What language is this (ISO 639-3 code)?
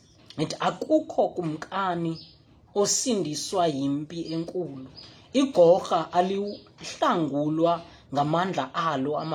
xho